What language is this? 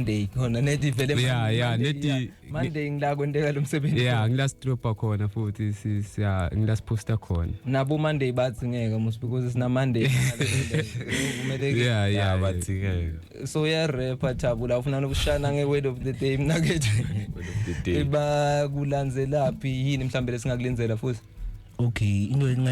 Zulu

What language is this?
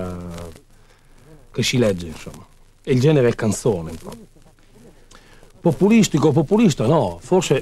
Italian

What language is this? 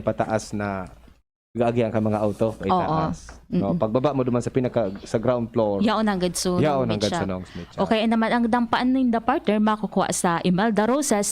Bikol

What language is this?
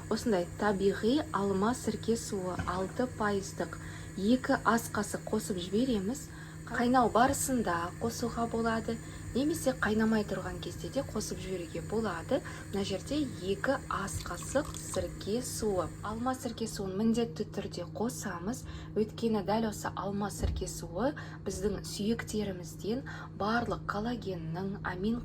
Kazakh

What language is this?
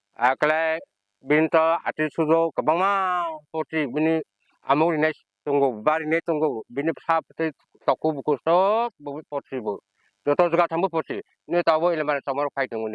Kok Borok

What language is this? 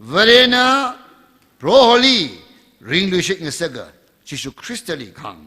Tangkhul Naga (India)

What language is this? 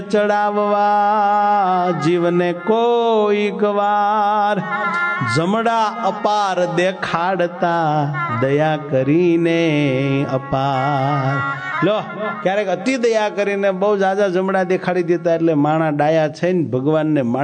Gujarati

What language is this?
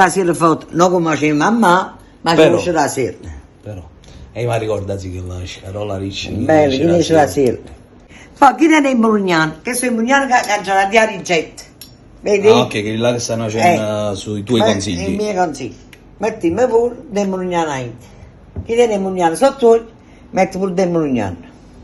Neapolitan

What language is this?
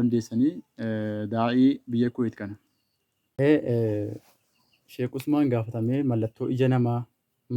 Oromo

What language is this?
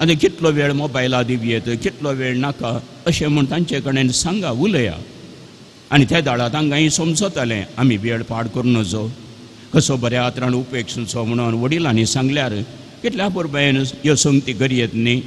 Konkani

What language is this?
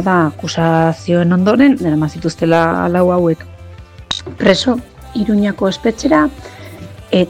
Basque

